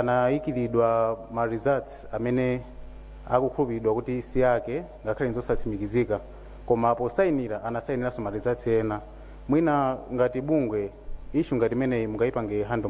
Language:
Nyanja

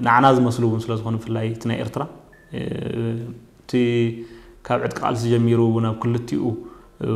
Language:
Tigrinya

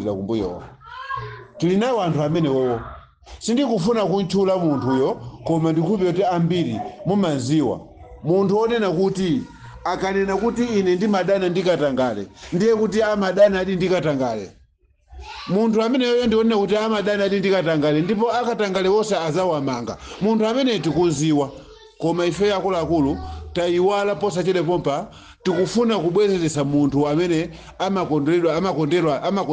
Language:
Nyanja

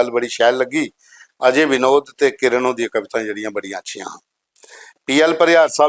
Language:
Dogri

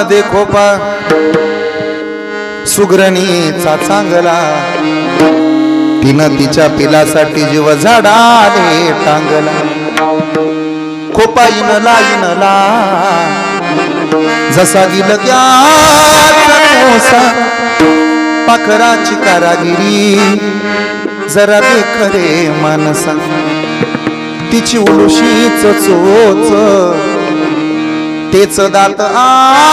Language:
Marathi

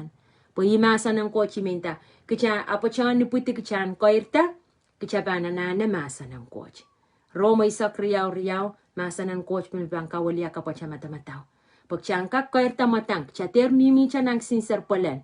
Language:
Pohnpeian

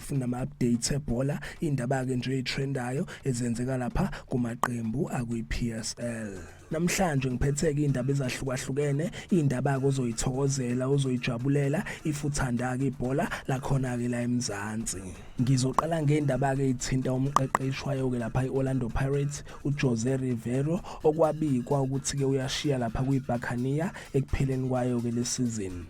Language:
Zulu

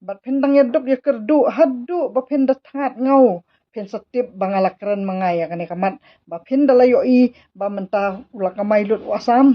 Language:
Khasi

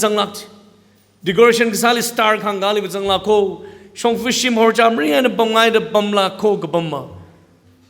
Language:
Tangkhul Naga (India)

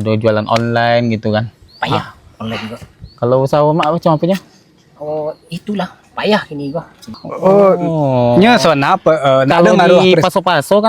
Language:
Minangkabau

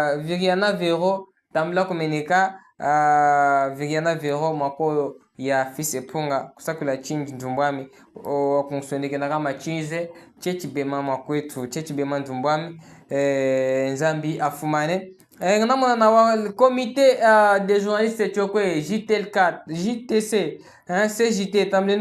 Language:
Chokwe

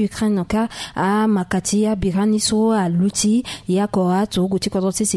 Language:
Sango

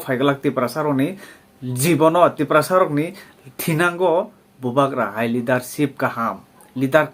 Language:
Kok Borok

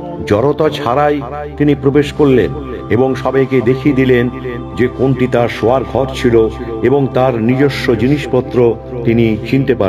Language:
Bangla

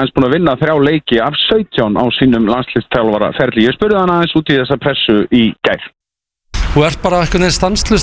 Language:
Icelandic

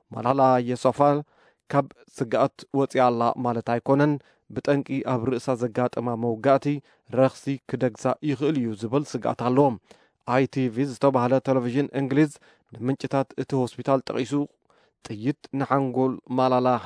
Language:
Tigrinya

